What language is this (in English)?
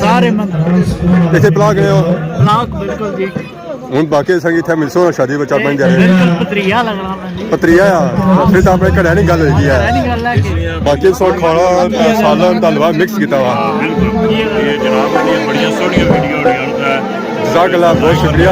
Pahari-Potwari